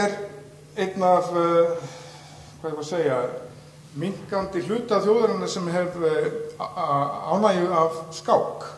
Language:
Icelandic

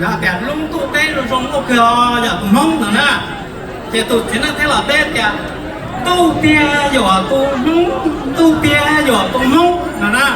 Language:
Hmong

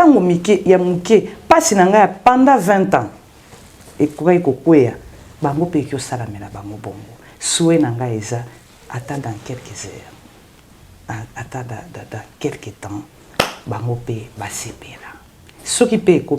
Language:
Lingala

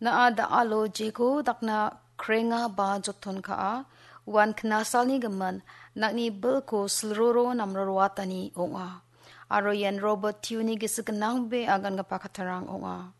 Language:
Garo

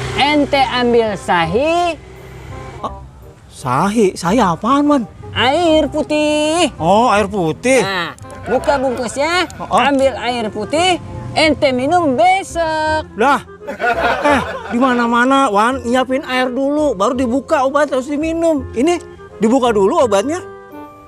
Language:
Betawi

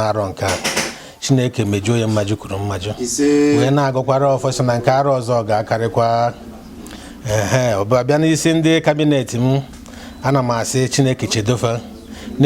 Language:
Igbo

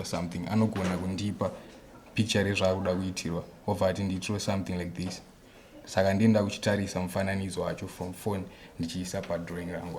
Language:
Shona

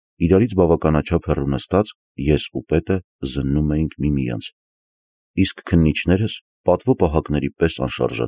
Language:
Armenian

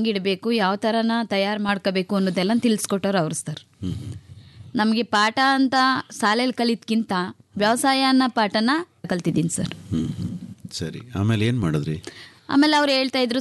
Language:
Kannada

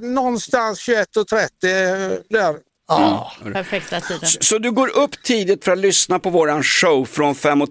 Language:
Swedish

